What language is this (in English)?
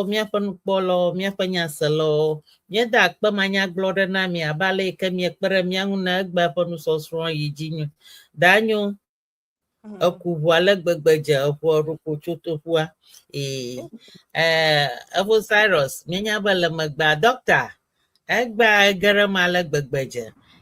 Ewe